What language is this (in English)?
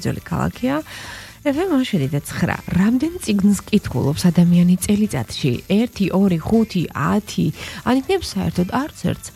Georgian